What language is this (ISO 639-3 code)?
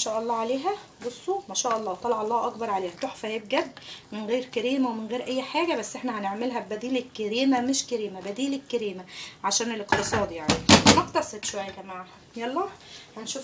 arz